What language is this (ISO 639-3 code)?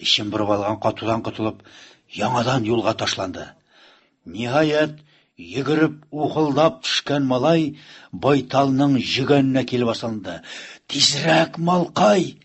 tat